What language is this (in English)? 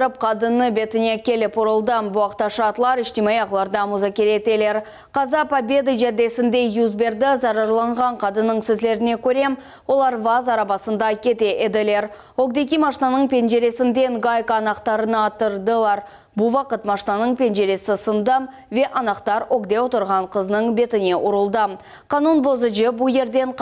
Crimean Tatar